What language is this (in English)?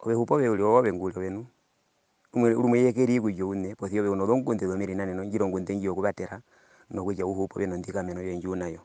Herero